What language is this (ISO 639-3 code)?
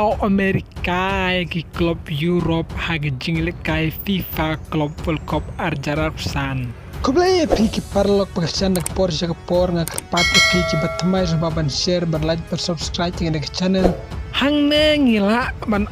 kha